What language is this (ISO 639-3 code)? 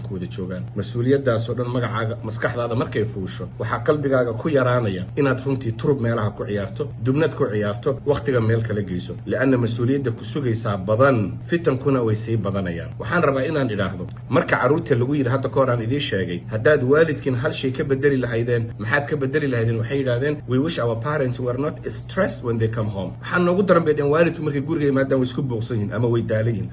som